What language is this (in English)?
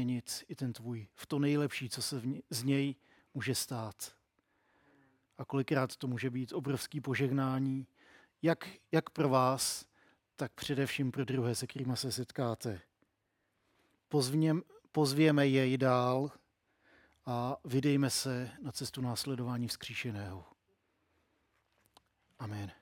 Czech